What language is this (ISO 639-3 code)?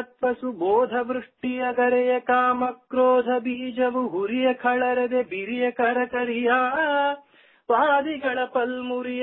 kan